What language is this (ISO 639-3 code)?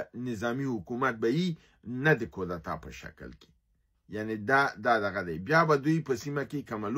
pus